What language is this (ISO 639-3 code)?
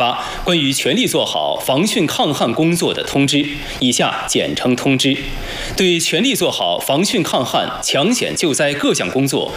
zho